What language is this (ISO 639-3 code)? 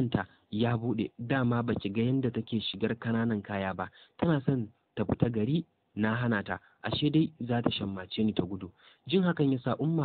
hau